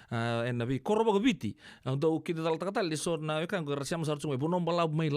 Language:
Fijian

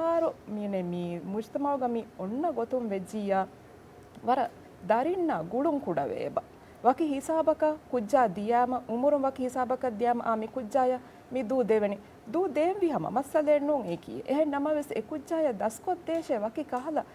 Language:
Divehi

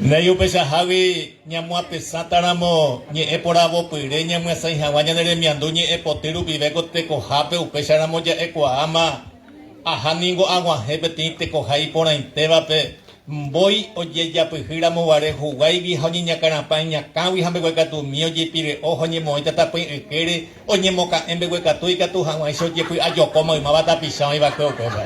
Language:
Guarani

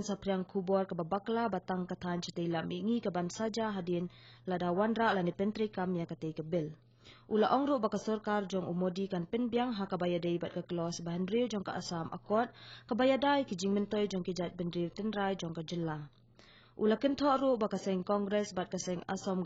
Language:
Khasi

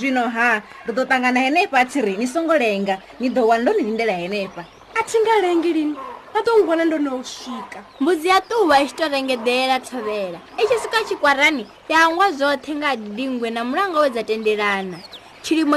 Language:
Venda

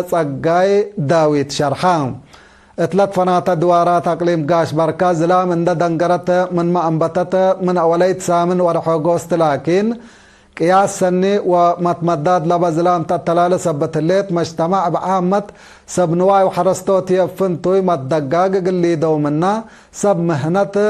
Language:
Tigre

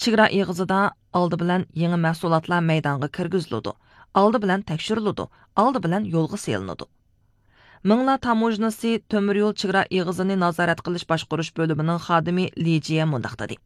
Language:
Uyghur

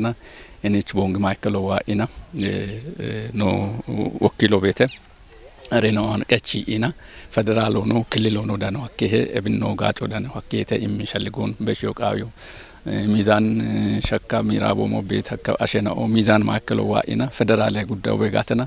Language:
Kafa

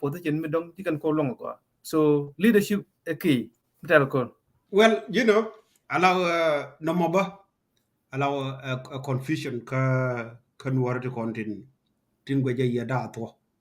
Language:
Nuer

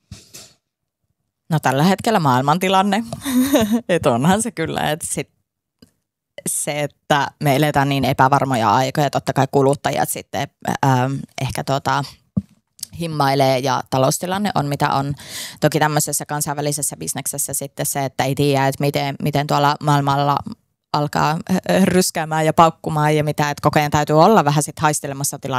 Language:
Finnish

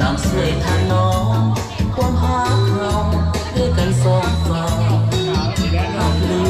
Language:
Lao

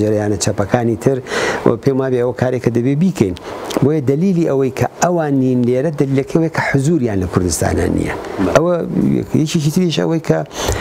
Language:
Central Kurdish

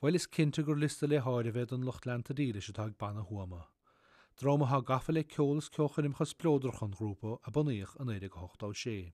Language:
Irish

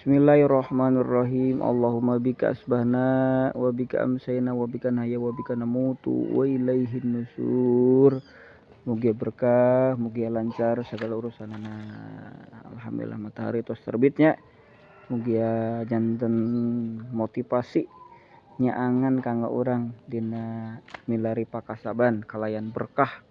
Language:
Sundanese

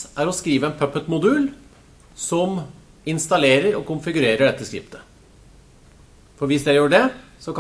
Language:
Norwegian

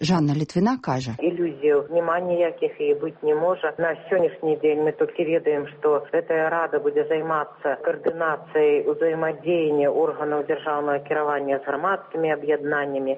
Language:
Belarusian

